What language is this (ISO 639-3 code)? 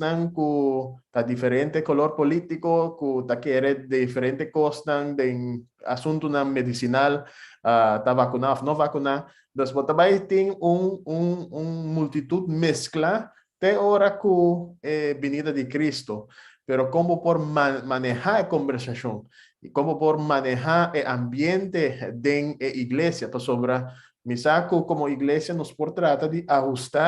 pap